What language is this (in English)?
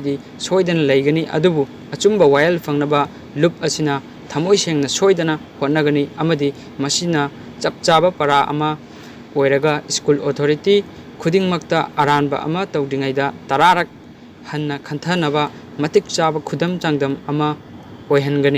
Manipuri